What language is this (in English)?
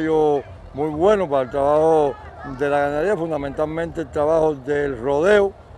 Spanish